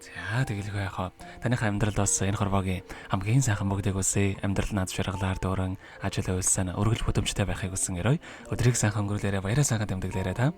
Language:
Mongolian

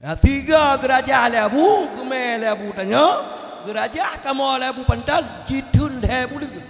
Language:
Achinese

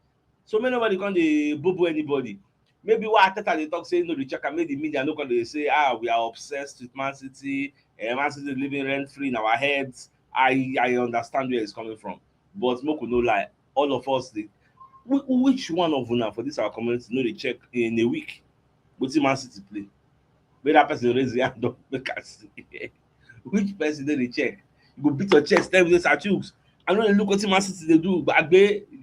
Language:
Nigerian Pidgin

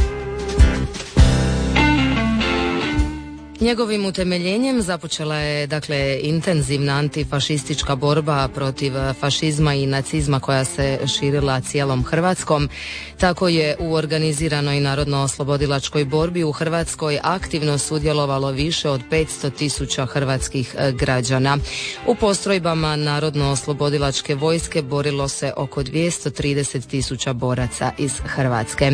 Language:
Croatian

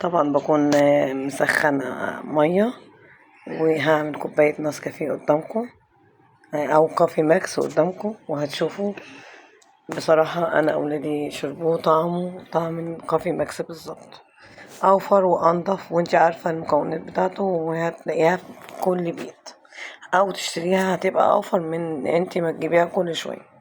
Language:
Egyptian Arabic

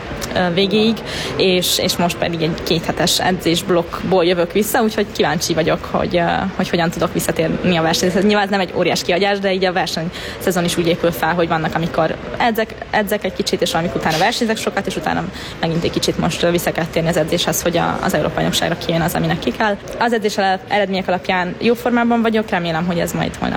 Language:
Hungarian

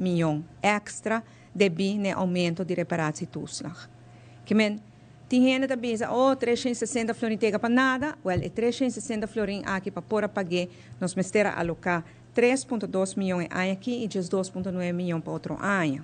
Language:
Papiamento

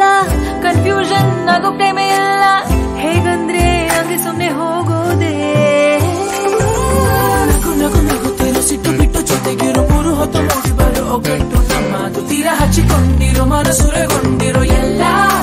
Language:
Kannada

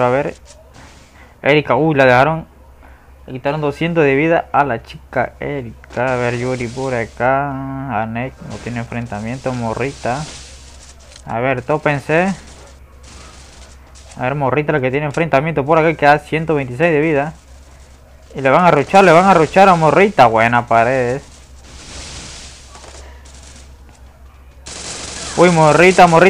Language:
Spanish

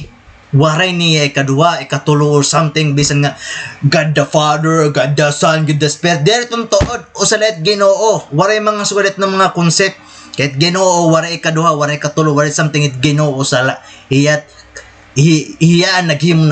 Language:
Waray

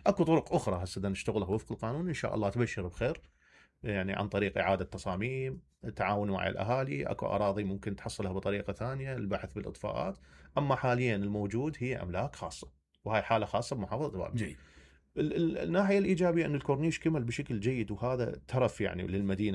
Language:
Mesopotamian Arabic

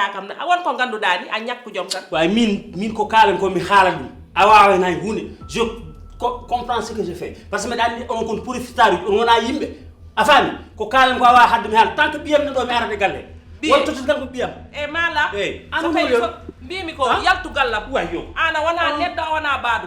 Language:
Fula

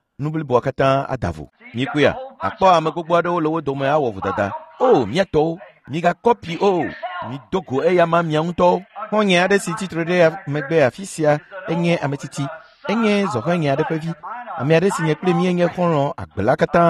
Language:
Ewe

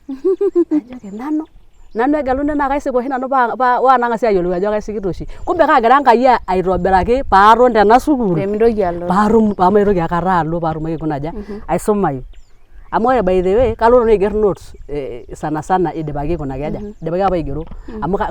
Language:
Masai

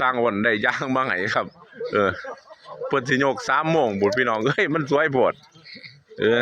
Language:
Northeastern Thai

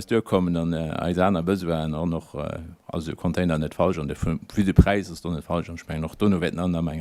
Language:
Luxembourgish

